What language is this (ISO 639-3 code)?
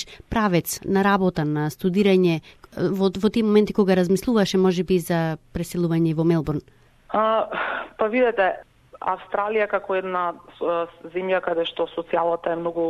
mkd